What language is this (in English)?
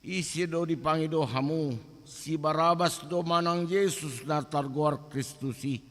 Batak Toba